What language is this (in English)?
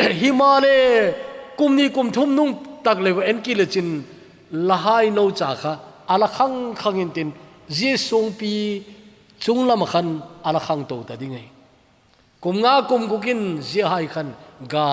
Thado Chin